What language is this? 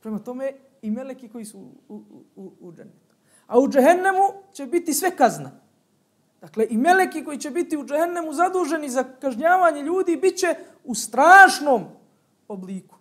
Bosnian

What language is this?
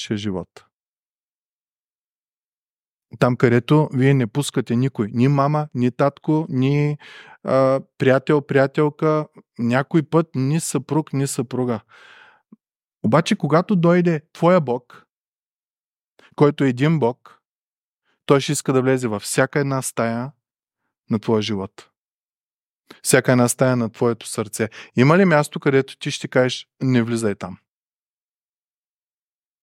Bulgarian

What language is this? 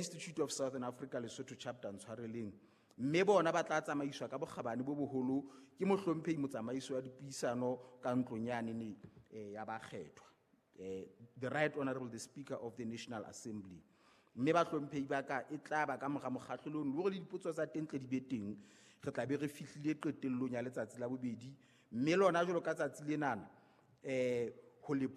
Southern Sotho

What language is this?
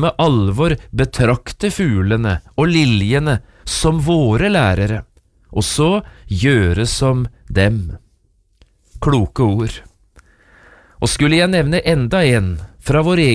Norwegian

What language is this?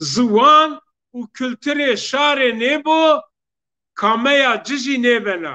Zaza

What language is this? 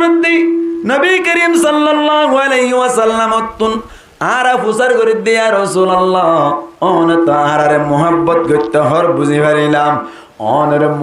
Rohingya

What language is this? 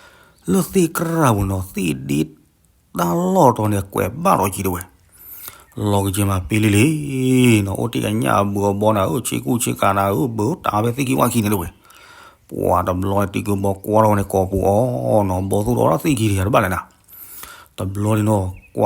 S'gaw Karen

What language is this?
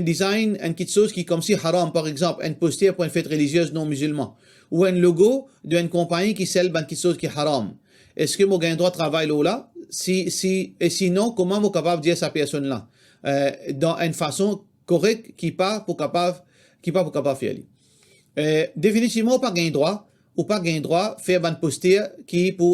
Morisyen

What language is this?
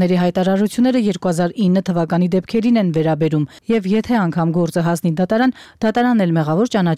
Armenian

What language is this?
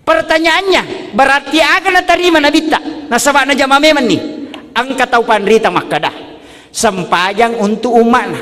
Buginese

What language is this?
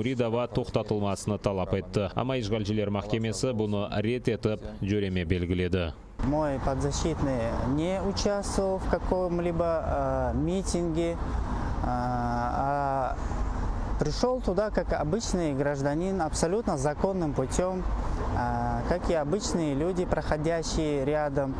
Crimean Tatar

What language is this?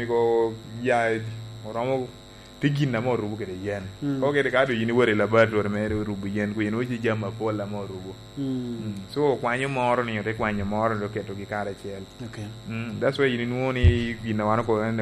Lango (Uganda)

